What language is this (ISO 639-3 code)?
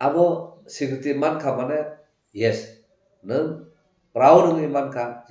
trp